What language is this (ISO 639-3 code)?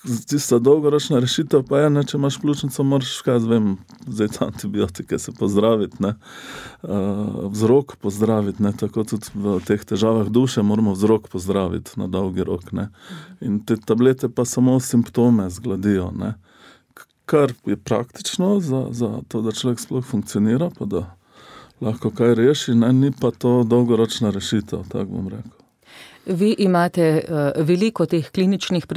slv